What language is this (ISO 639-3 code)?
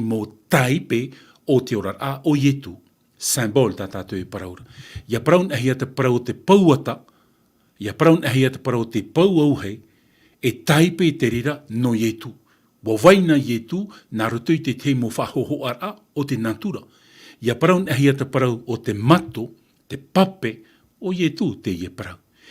tah